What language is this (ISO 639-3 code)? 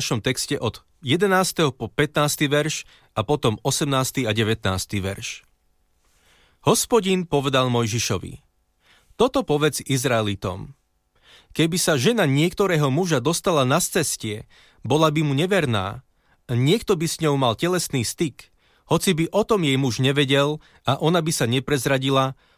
slk